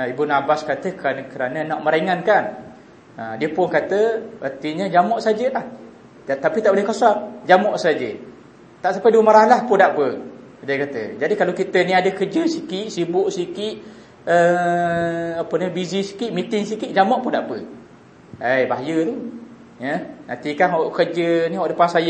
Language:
Malay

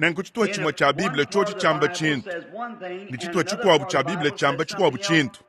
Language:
Luba-Lulua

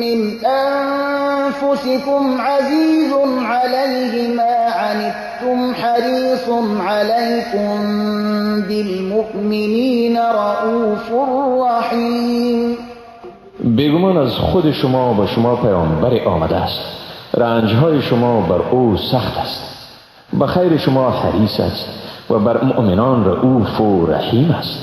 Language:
Persian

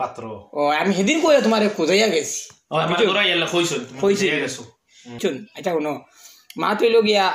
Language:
Sylheti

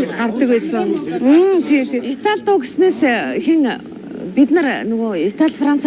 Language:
Mongolian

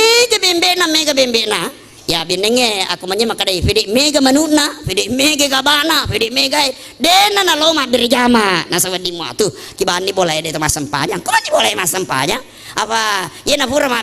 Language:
Buginese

